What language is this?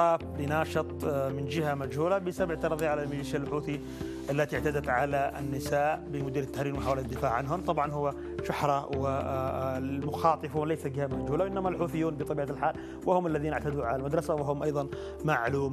Arabic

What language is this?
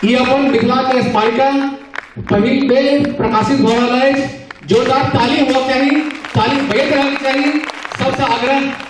Maithili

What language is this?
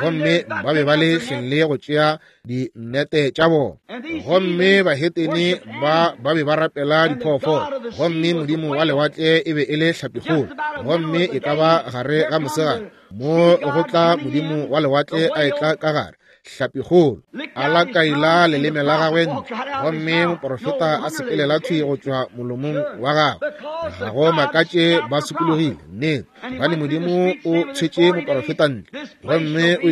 Northern Sotho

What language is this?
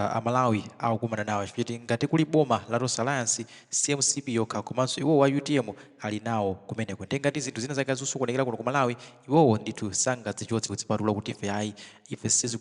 Nyanja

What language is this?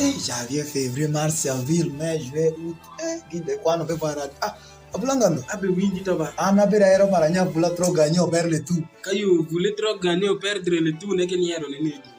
Alur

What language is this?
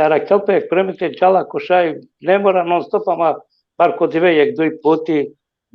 Balkan Romani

